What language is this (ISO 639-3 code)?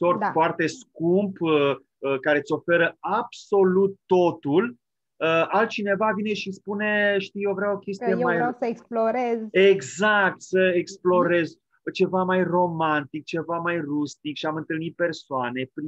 ron